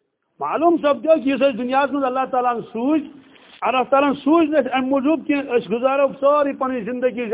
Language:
Kashmiri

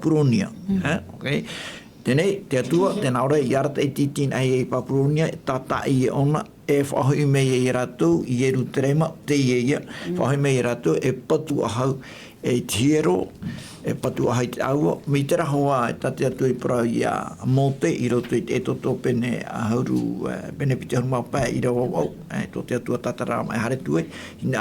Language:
Tahitian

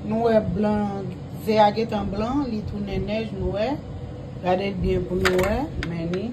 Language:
Haitian Creole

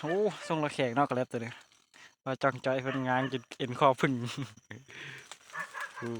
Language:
Lao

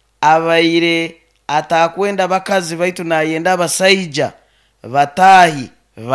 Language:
Nyoro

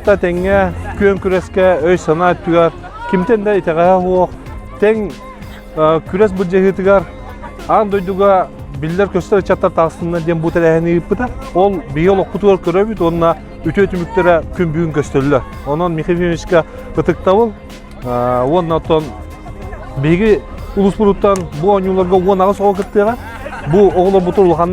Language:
Yakut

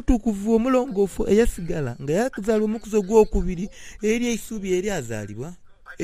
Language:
Soga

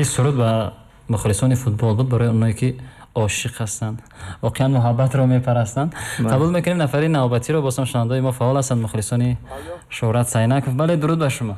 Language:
Tajik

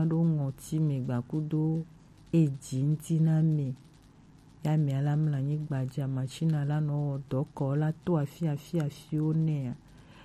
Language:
Gen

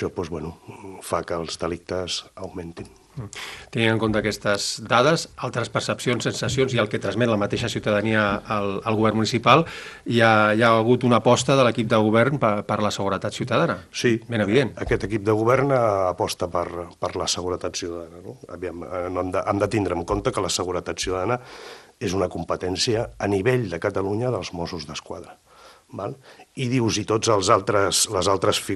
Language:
Catalan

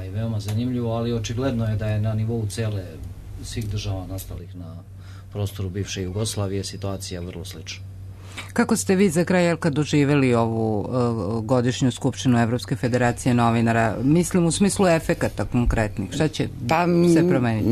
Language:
Serbian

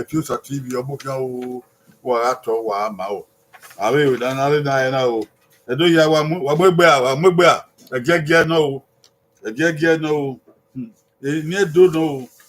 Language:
Bini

